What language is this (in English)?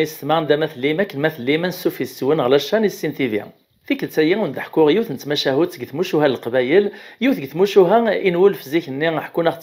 Kabyle